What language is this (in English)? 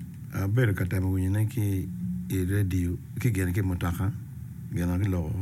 Acoli